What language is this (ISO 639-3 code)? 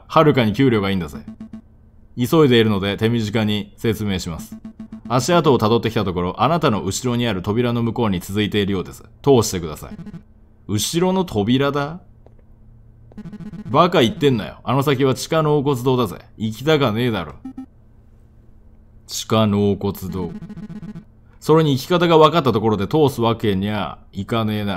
jpn